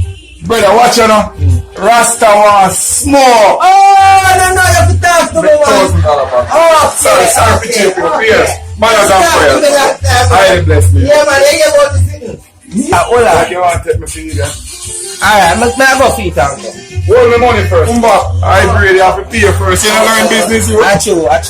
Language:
Jamaican Creole English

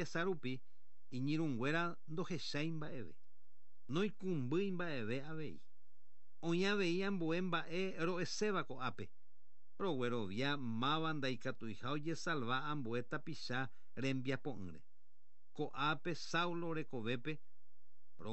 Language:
Guarani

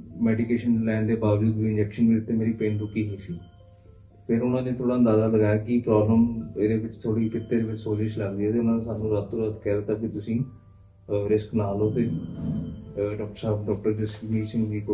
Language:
Punjabi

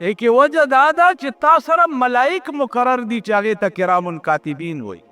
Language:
Pashto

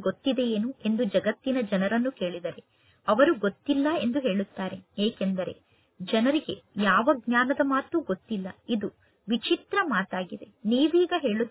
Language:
Kannada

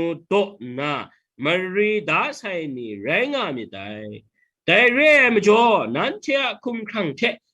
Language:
Kachin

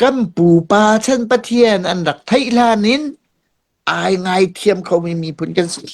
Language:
Hakha Chin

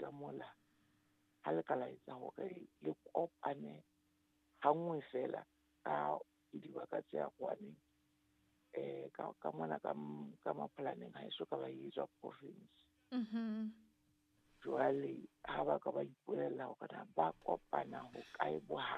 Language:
Southern Sotho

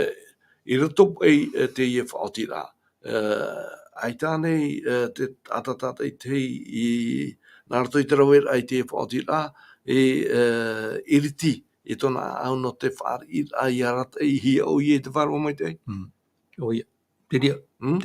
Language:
Tahitian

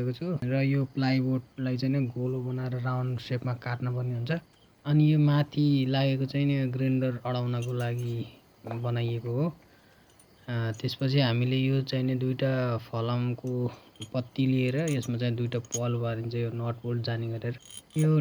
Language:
Nepali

